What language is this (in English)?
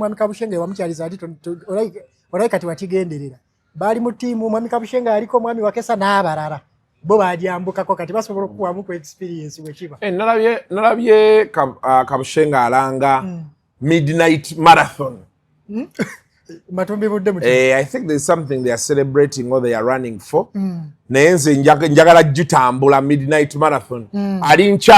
Ganda